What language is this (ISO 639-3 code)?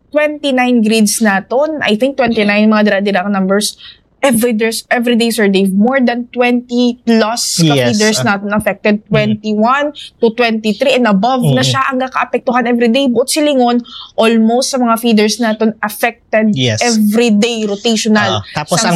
hil